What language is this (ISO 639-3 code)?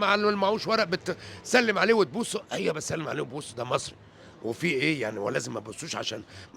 arz